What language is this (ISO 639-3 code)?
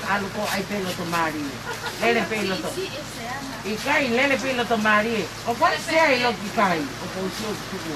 ton